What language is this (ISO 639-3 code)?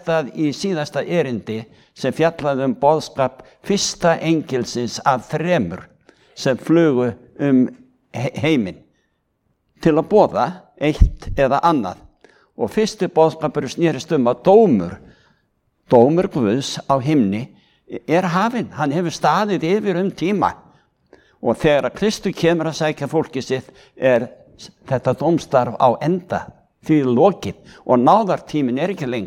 isl